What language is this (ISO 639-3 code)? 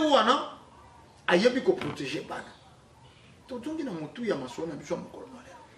lin